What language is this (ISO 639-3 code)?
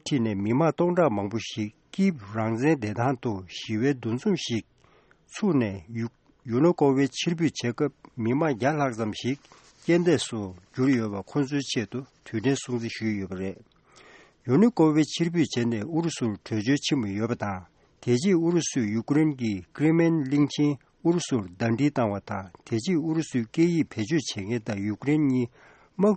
bod